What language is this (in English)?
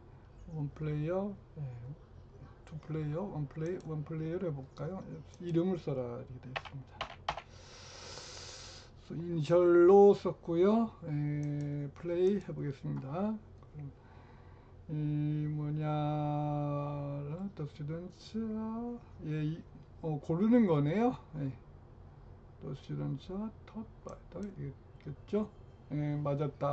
Korean